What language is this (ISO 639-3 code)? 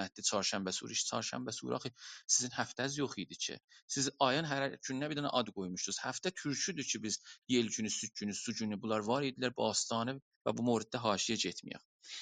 azb